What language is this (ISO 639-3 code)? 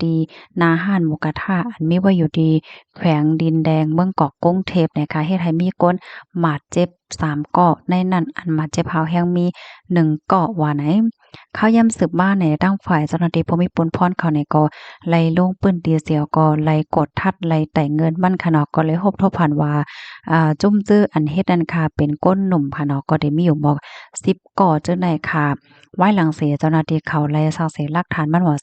shn